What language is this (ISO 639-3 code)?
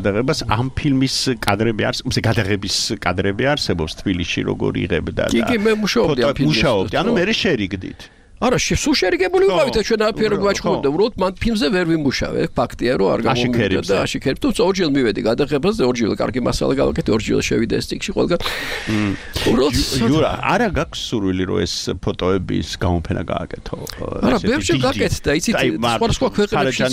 kat